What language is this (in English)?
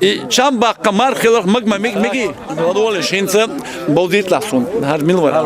Chechen